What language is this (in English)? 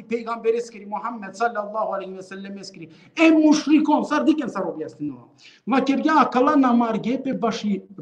Balkan Romani